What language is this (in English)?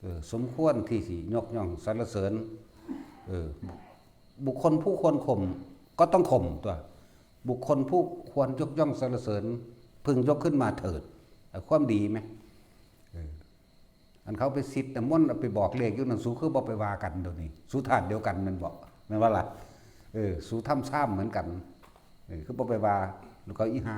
Northeastern Thai